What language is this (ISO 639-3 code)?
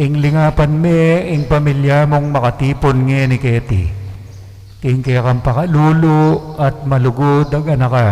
pam